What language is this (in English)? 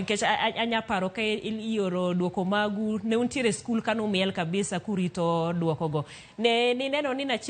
Luo (Kenya and Tanzania)